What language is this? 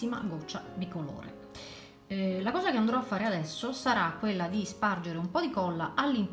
Italian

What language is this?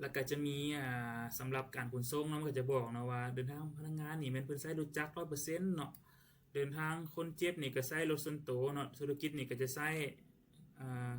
Lao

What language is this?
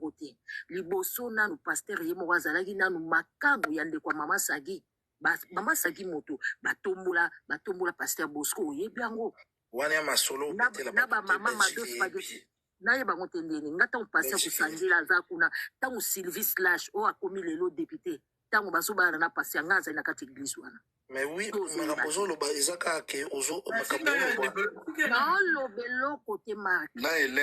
Lingala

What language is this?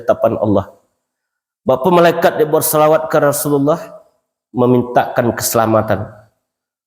Minangkabau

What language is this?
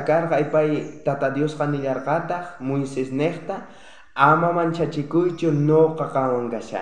South Bolivian Quechua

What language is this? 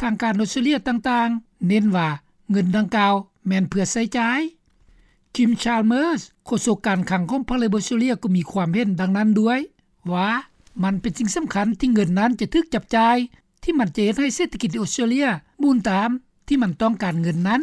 Lao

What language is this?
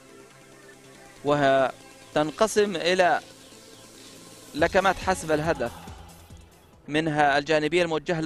Arabic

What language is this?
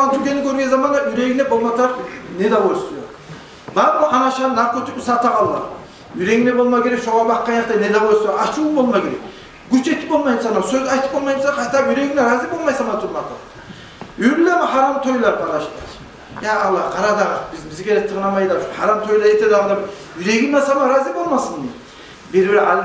Kumyk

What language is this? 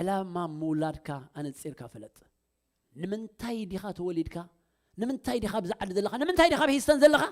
Tigrinya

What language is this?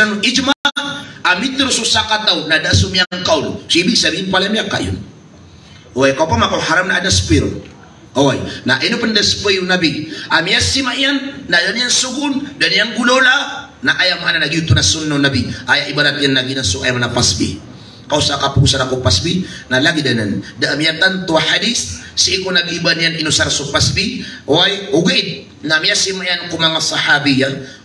Maranao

